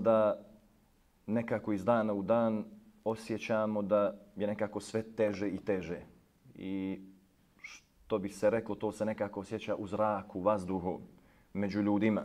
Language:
Bosnian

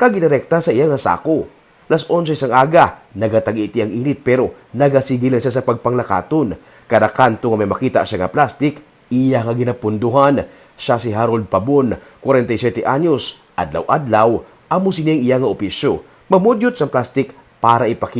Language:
Hiligaynon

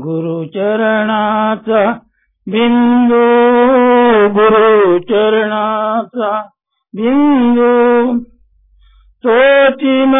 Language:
Marathi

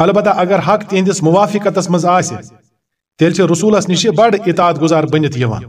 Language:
Kashmiri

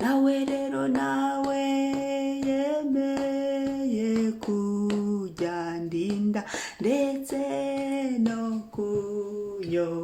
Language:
Kinyarwanda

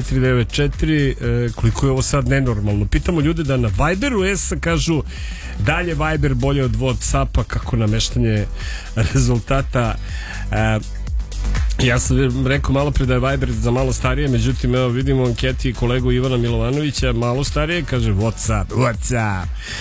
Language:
Serbian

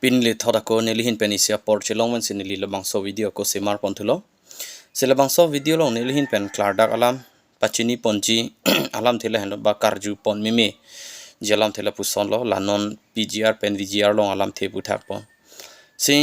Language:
Karbi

